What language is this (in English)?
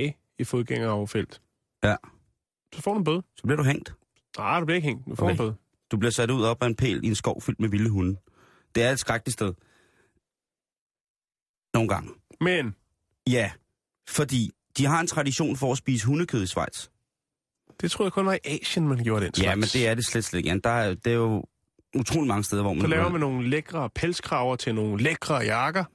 Danish